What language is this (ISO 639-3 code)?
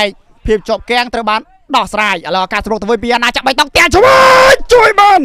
khm